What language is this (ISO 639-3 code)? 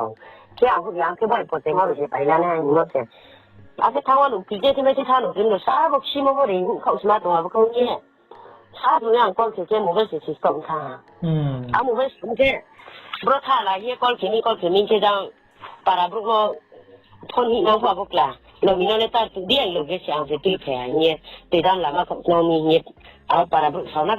ria